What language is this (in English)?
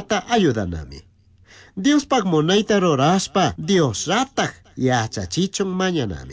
Chimborazo Highland Quichua